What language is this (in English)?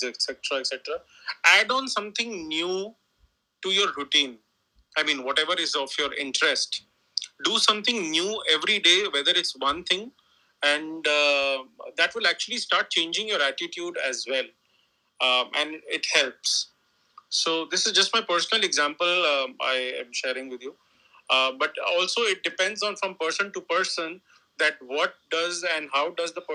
English